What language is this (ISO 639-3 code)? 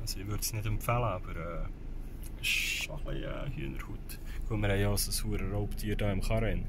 gsw